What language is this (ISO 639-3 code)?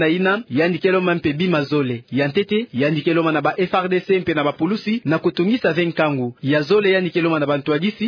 ktu